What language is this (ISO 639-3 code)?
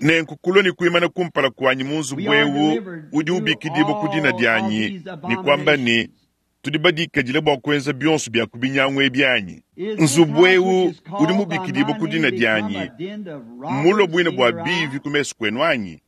lua